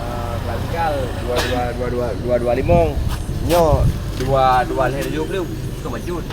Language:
Achinese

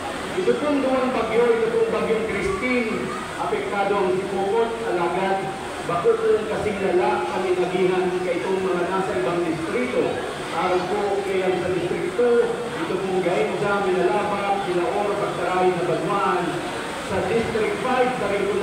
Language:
Bikol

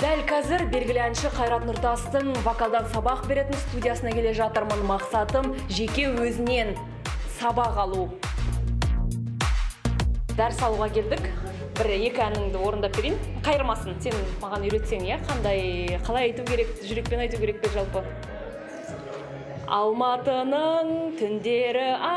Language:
Kazakh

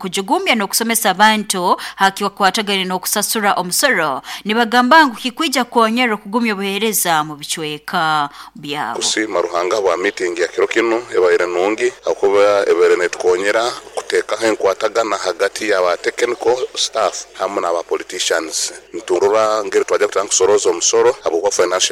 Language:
Nyoro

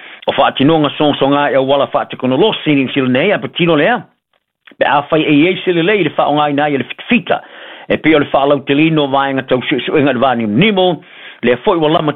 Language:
Samoan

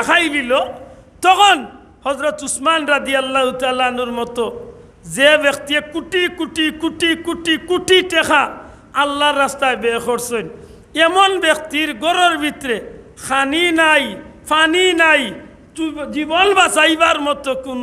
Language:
Sylheti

